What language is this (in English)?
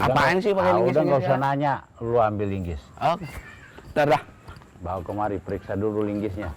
Betawi